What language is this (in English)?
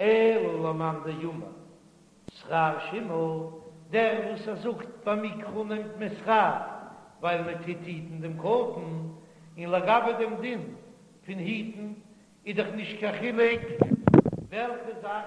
Yiddish